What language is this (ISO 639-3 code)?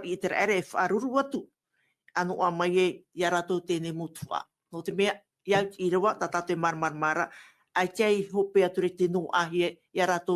tah